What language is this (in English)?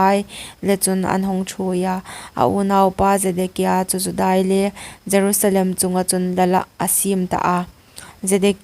Hmar